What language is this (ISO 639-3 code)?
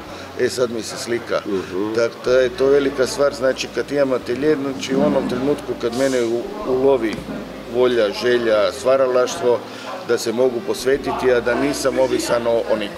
hrv